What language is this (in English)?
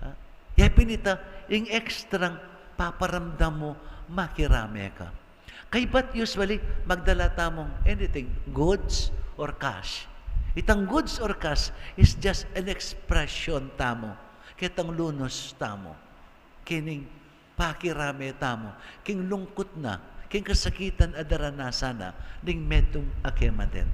Pampanga